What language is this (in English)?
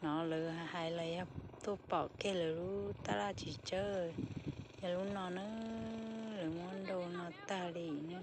Hmong